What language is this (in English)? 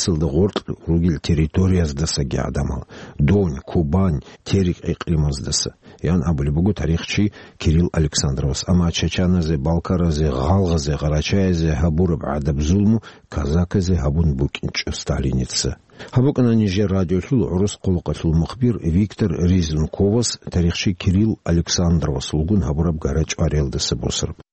Avaric